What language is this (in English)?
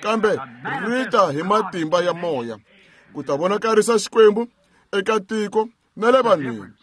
Tsonga